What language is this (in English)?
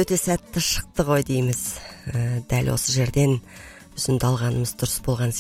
Kazakh